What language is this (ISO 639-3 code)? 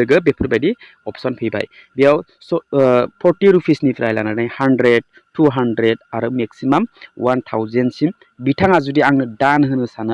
brx